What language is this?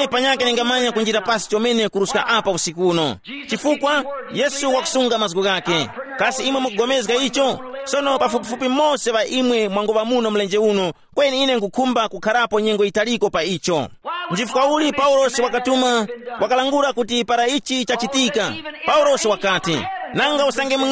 Tumbuka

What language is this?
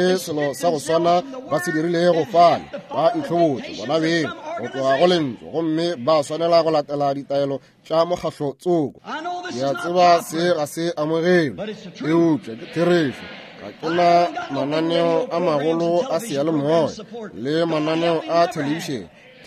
Northern Sotho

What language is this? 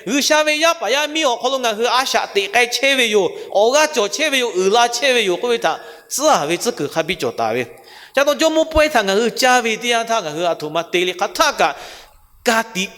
Lahu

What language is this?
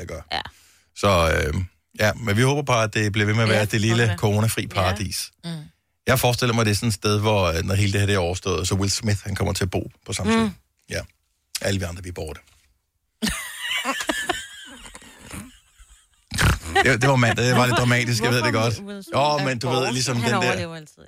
Danish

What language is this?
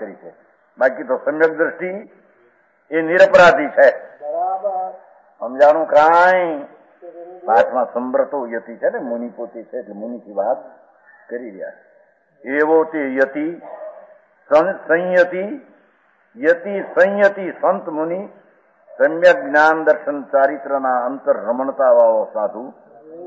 Gujarati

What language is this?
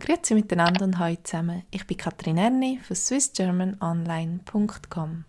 Swiss German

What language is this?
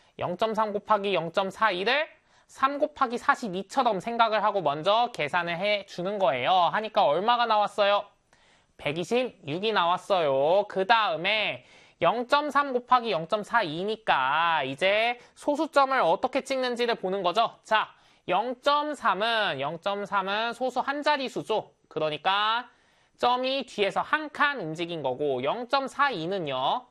Korean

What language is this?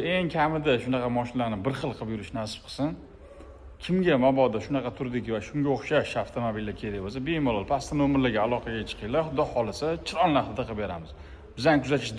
Uzbek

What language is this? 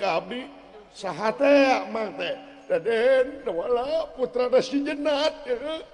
Sundanese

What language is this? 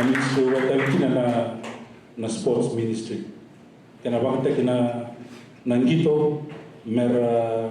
Fijian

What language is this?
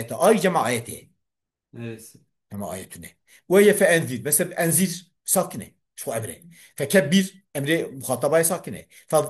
Kurdish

